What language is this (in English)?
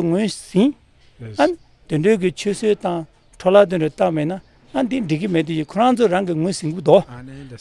Tibetan